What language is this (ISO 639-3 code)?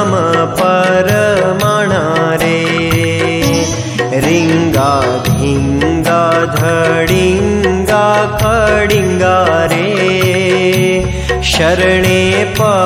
guj